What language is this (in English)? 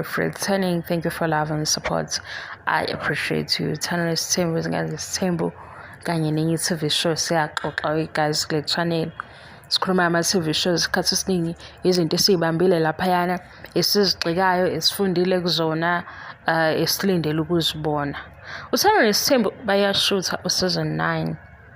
Zulu